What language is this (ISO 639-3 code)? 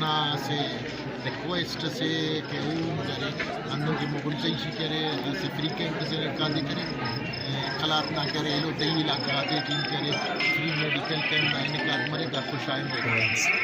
brh